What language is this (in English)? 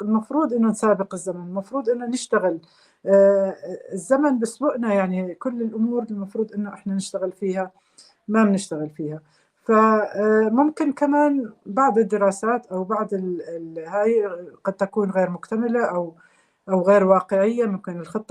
North Levantine Arabic